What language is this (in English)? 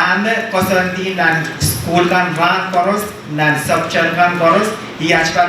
Pohnpeian